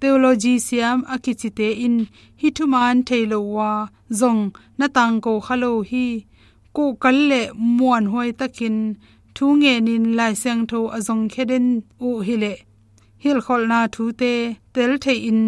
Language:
Tedim Chin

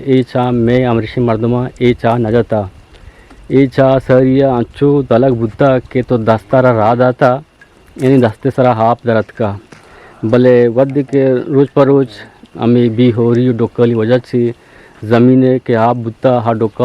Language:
Eastern Balochi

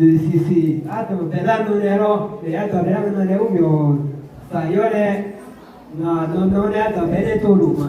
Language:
Akha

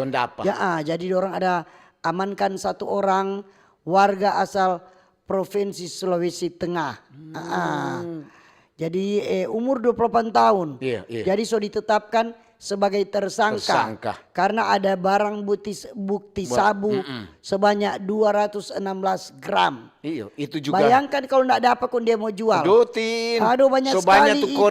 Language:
Manado Malay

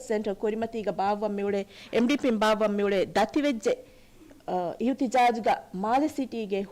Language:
Divehi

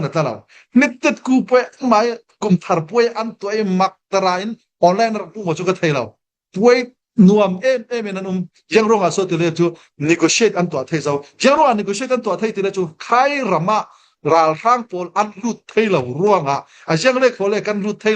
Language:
Falam Chin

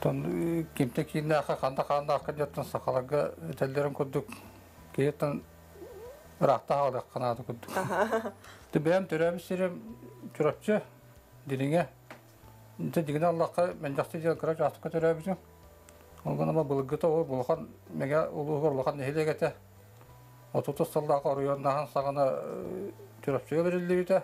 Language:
Yakut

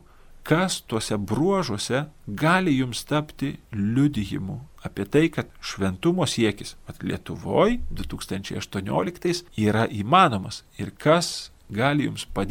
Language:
Lithuanian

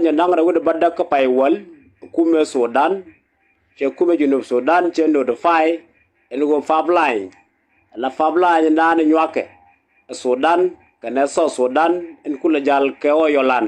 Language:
Nuer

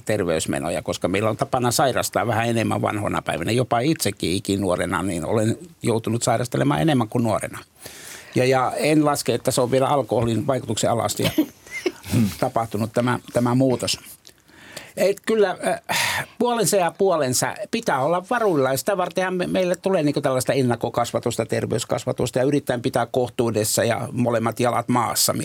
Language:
Finnish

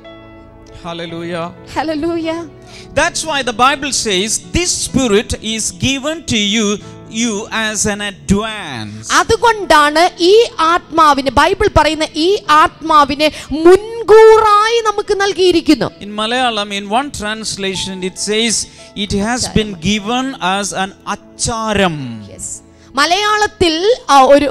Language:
Malayalam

